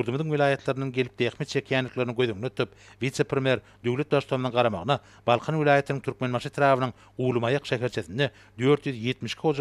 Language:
Turkmen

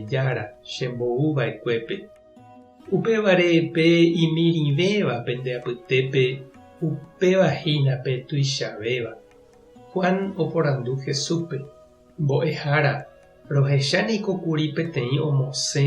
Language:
Guarani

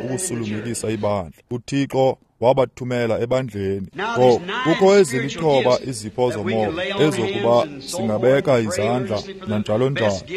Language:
Xhosa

